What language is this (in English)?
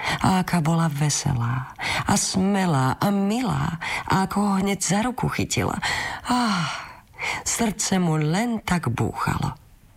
Slovak